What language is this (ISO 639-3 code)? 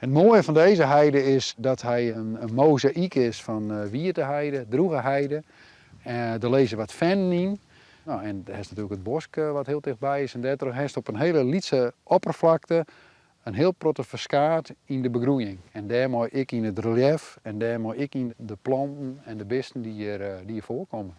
fry